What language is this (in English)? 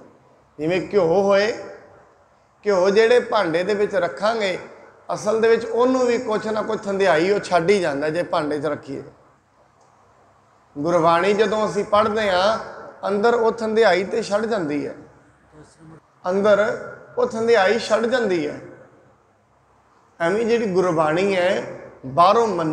Punjabi